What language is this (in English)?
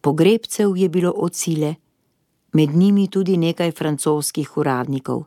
Slovenian